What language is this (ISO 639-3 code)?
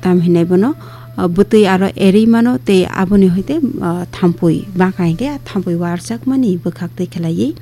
trp